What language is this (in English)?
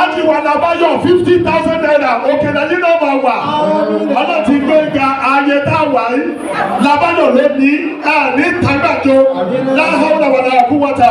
Yoruba